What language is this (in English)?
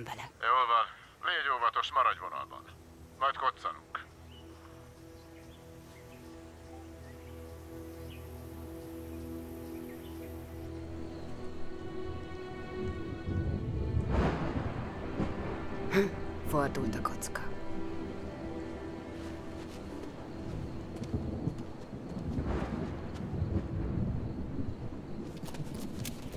Hungarian